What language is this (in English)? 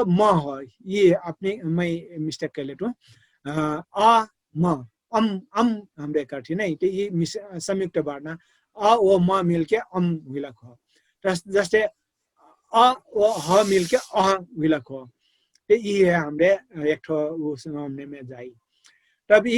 Dangaura Tharu